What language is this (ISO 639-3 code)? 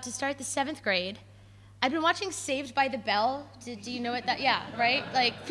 eng